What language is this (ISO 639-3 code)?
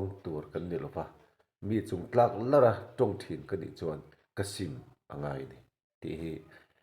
lus